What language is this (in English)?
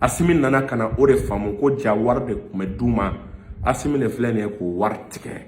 Bambara